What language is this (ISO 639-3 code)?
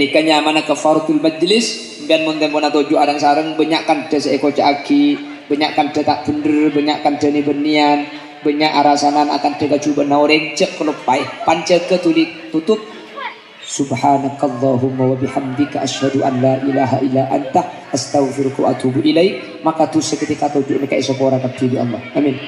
mad